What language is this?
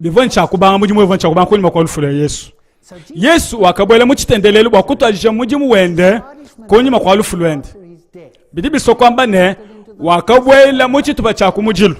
Luba-Lulua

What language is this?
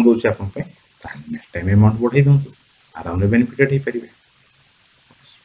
Odia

